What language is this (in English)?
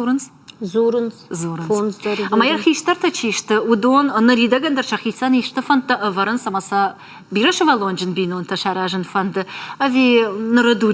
Ossetic